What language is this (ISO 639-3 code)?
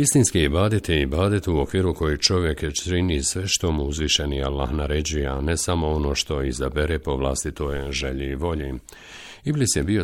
bos